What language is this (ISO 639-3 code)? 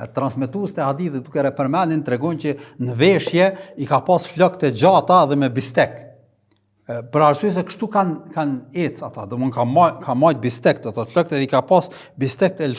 sqi